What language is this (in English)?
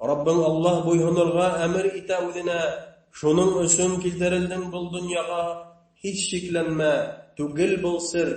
Bashkir